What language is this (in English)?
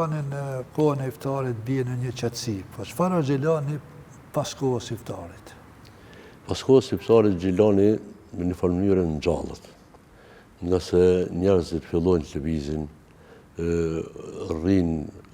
Albanian